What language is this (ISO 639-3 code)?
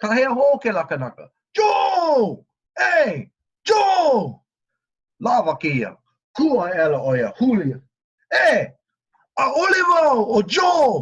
haw